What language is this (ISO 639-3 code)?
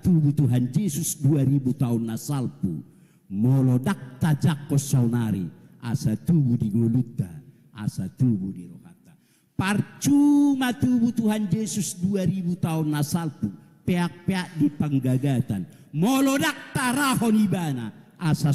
bbc